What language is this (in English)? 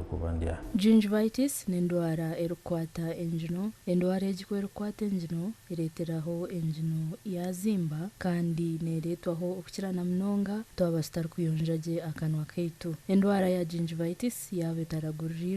Nyankole